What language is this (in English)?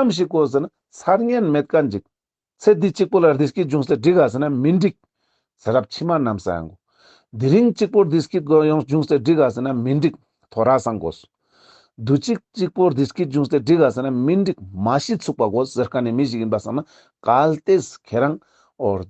Ladakhi